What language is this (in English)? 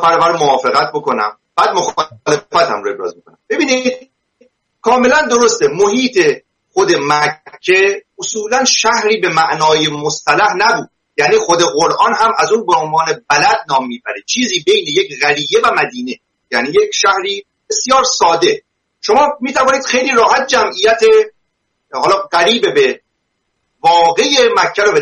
Persian